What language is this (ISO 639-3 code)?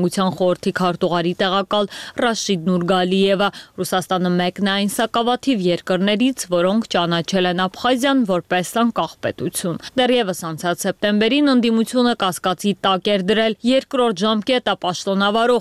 hye